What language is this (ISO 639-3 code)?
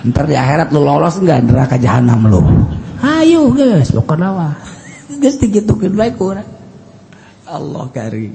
sun